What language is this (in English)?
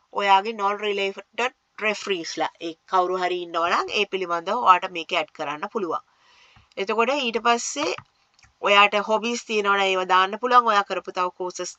Sinhala